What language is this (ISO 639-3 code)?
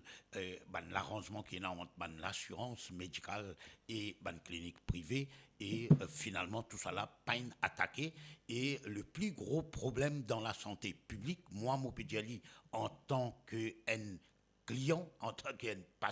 mfe